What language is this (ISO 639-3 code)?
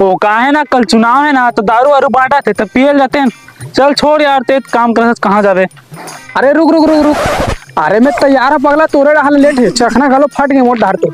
hne